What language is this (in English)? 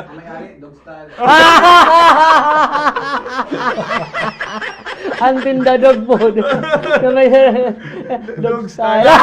Bikol